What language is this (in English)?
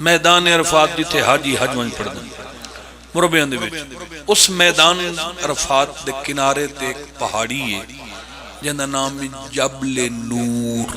Pahari-Potwari